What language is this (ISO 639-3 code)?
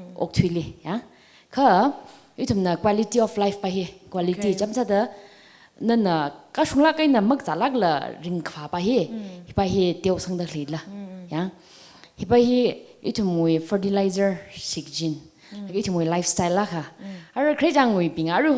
nmf